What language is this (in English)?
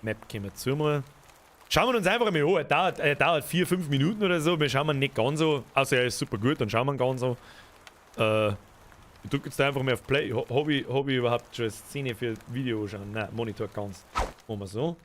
Bavarian